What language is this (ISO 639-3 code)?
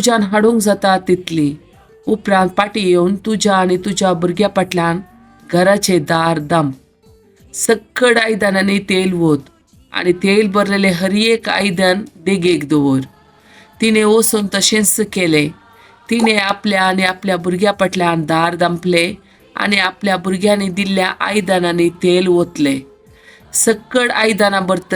kok